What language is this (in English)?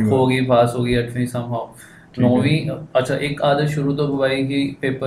Punjabi